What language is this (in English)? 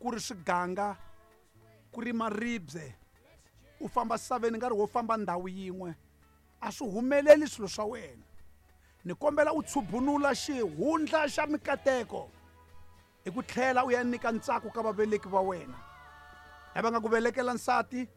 Tsonga